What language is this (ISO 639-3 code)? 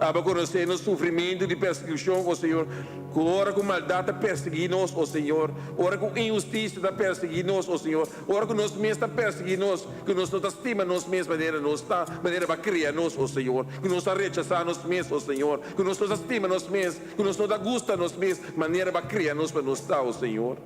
pap